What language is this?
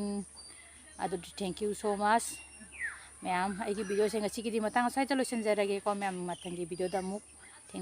Manipuri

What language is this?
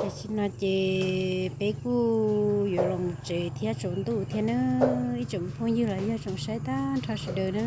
Hmong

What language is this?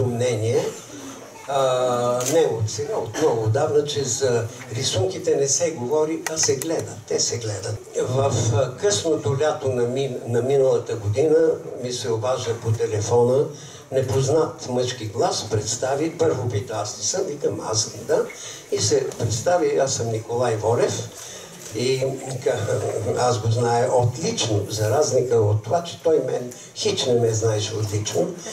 Bulgarian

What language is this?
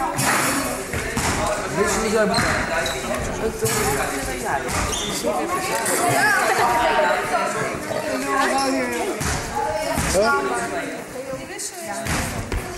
Dutch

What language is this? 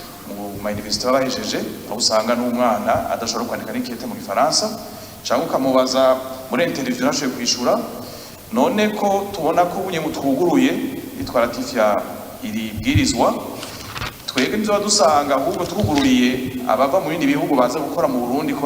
Rundi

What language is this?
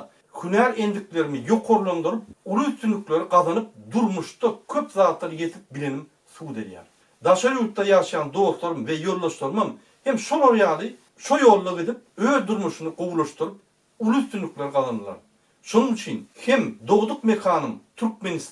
Turkmen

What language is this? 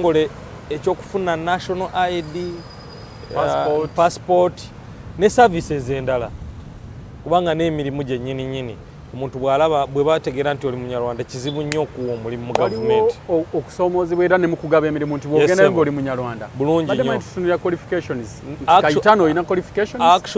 Ganda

